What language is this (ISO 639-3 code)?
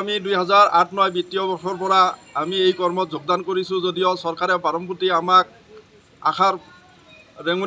asm